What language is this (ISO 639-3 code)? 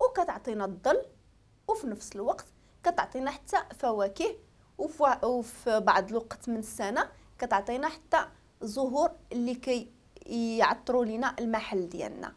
ary